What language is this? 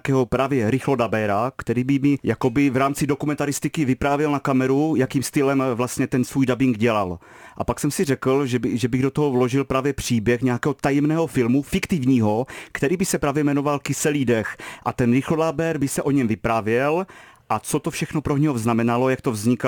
Czech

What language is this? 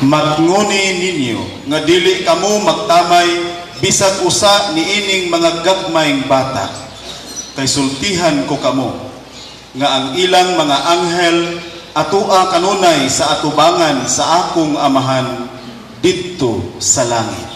Cebuano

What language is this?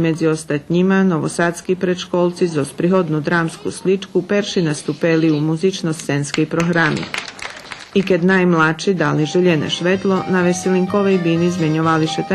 Rusyn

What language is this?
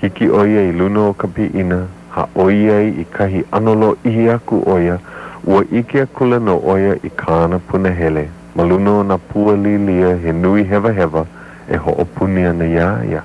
Hawaiian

